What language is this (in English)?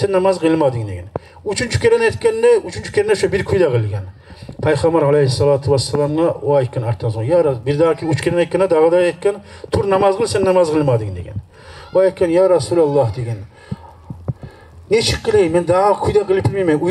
Kumyk